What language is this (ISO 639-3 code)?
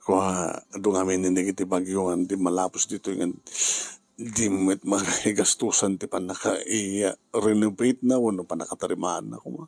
ilo